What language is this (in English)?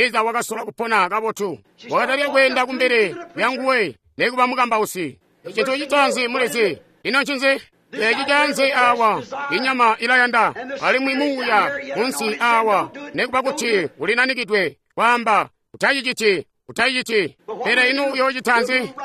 Tonga (Zambia)